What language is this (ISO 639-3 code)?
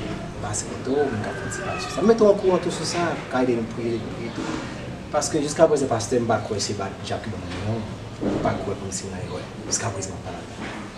hat